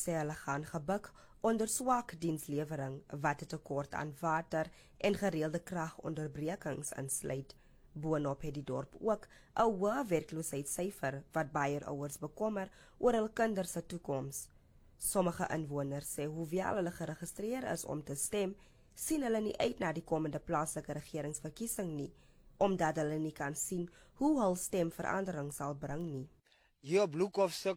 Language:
Afrikaans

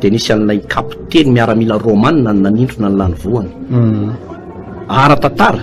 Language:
Malagasy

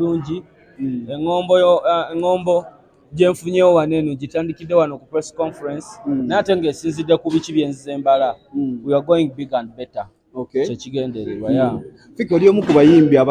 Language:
Ganda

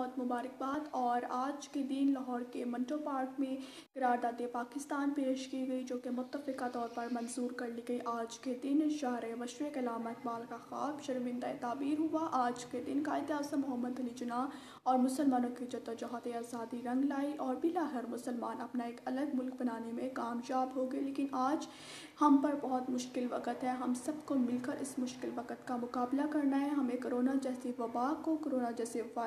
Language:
Urdu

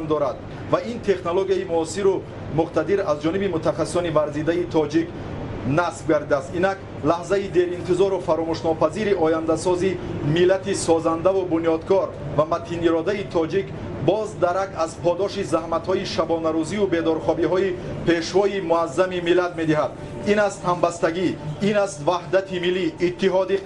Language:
Tajik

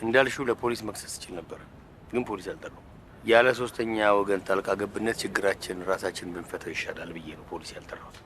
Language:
Amharic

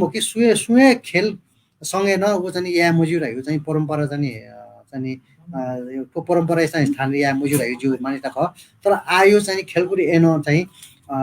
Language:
Newari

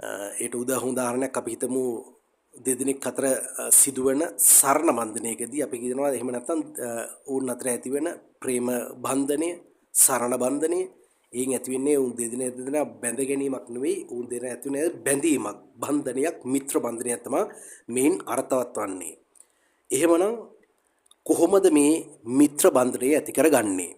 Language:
Sinhala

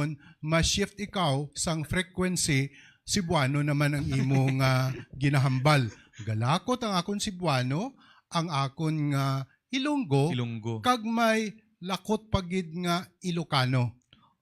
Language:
Hiligaynon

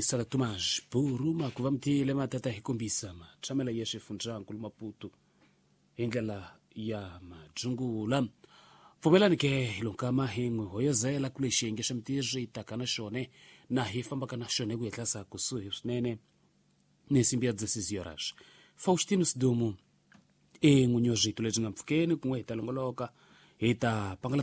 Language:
Tsonga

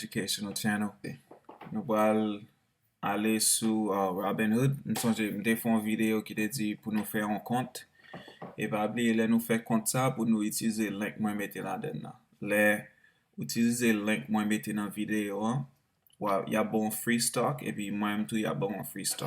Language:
Haitian Creole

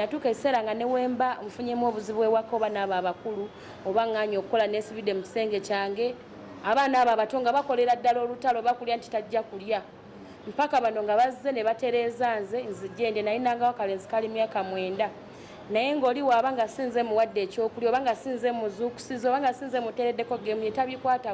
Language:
Ganda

